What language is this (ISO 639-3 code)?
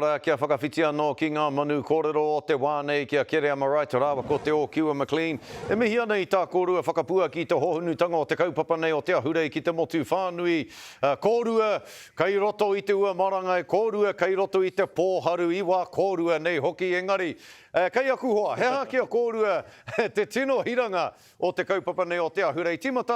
mri